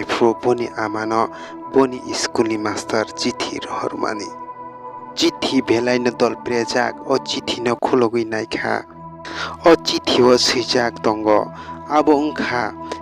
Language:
Kok Borok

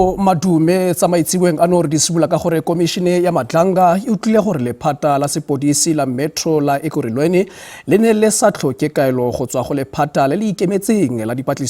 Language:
Tswana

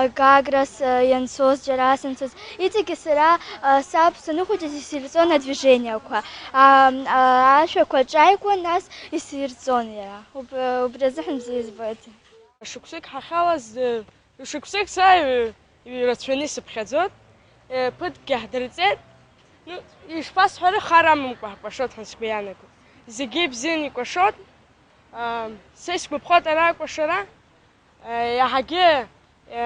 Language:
Abkhazian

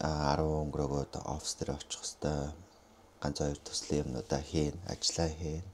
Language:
Mongolian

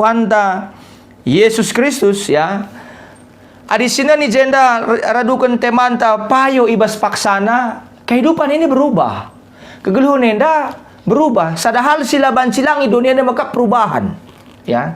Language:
Batak Karo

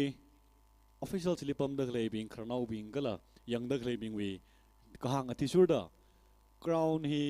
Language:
Tangkhul Naga (India)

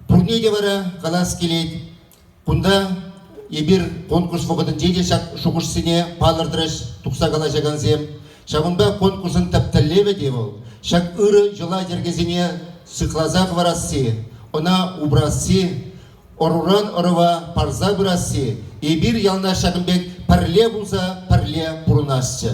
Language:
Chuvash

